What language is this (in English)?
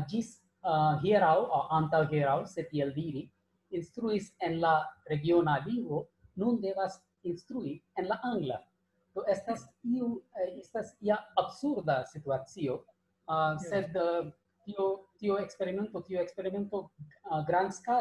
Esperanto